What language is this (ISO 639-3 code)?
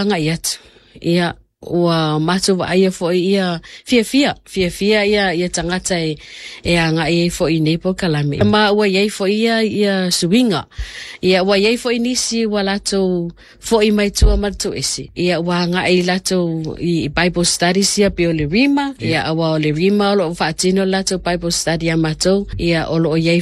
smo